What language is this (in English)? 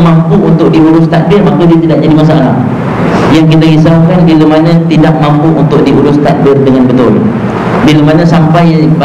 Malay